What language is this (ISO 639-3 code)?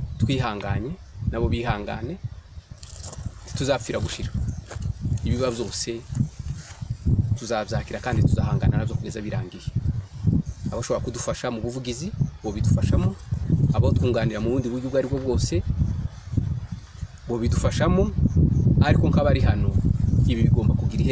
kin